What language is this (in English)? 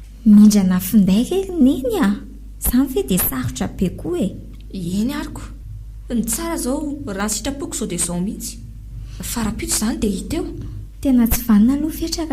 Malagasy